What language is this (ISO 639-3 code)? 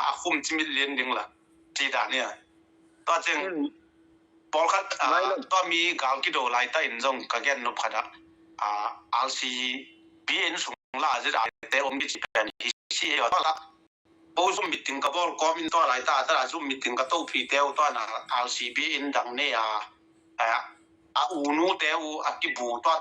ctd